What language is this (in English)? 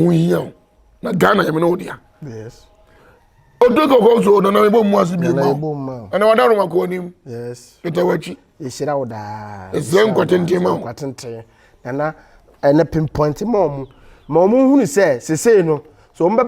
Akan